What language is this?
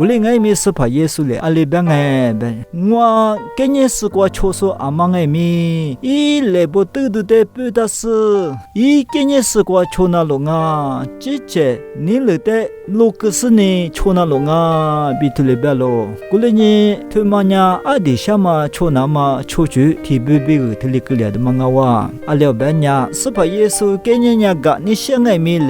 Lisu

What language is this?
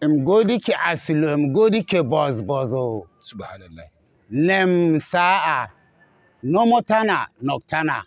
Hausa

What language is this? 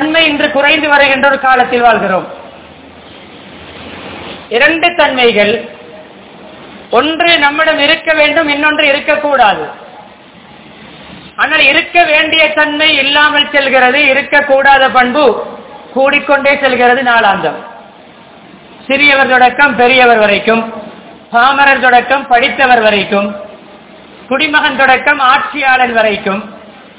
Tamil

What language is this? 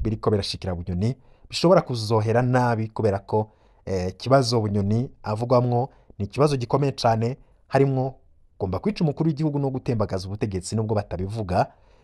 Rundi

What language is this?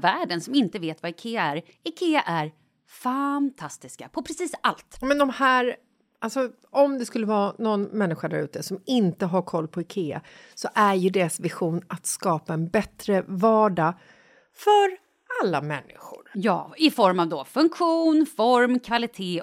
Swedish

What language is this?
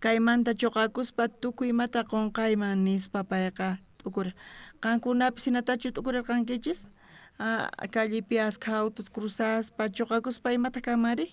South Bolivian Quechua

